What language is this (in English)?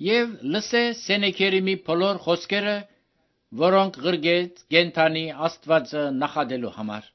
Armenian